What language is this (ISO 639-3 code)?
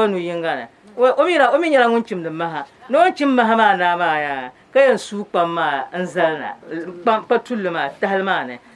dag